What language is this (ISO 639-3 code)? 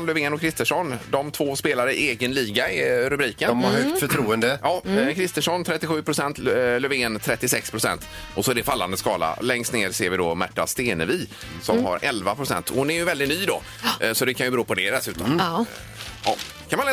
swe